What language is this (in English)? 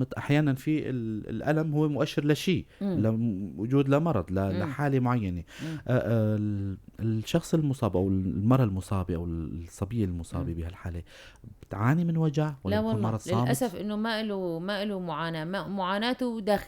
North Levantine Arabic